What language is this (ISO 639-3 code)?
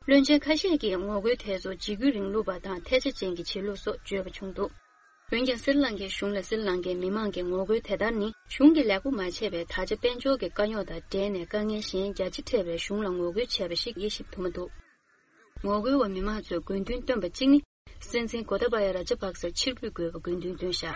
bod